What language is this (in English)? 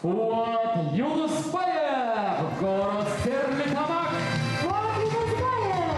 Bashkir